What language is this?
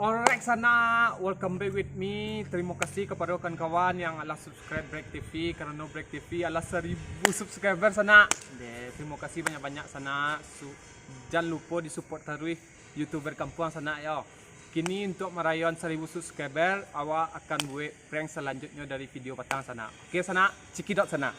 Minangkabau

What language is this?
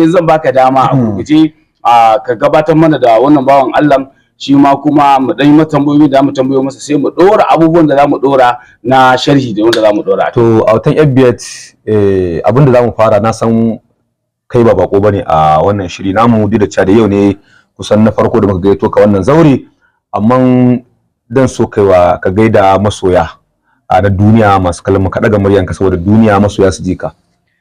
Hausa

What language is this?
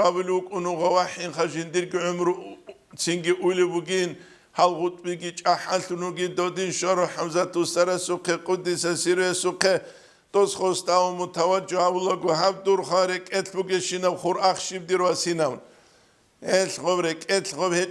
Avaric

